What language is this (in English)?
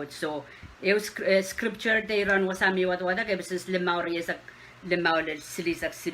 Pohnpeian